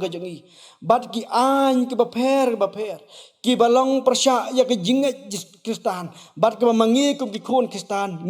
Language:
Khasi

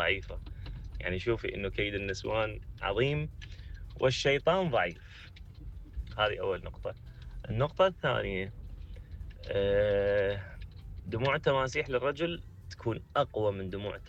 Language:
Mesopotamian Arabic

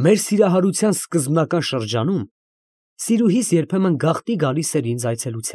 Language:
Armenian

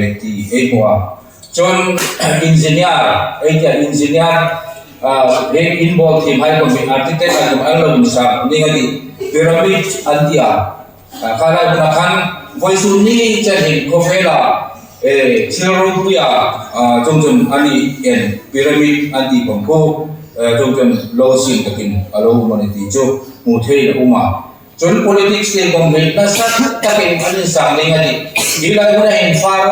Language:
Hmar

